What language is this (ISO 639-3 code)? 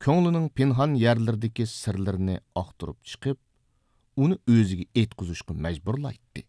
uig